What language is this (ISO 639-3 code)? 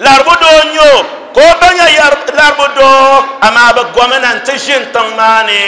dag